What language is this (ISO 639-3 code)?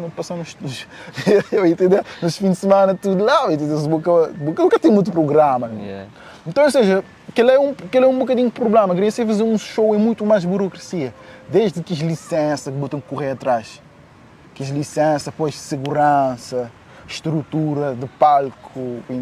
kea